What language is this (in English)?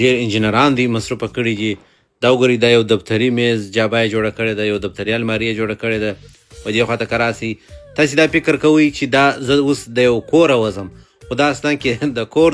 Pashto